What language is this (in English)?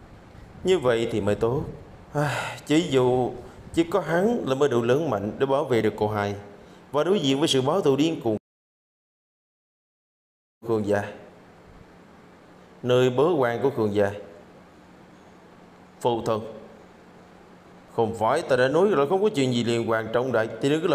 Vietnamese